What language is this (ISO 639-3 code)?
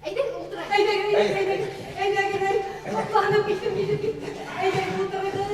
bak